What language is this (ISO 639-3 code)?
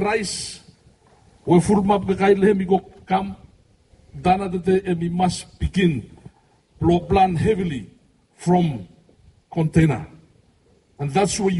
bis